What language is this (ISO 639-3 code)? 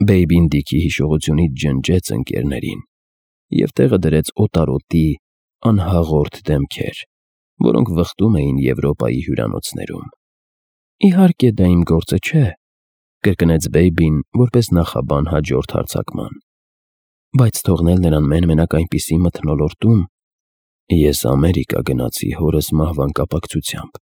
hye